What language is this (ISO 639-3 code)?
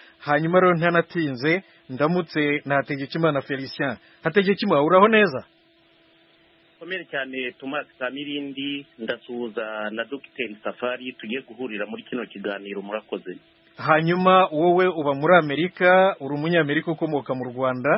kin